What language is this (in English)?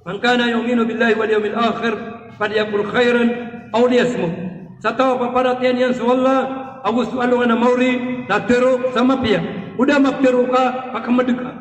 Maranao